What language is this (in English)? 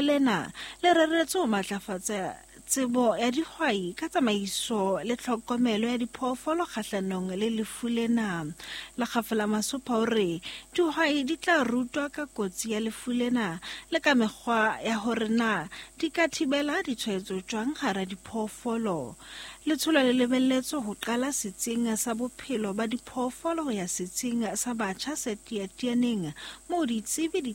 Southern Sotho